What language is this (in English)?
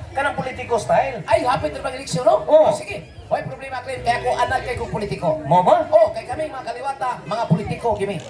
Cebuano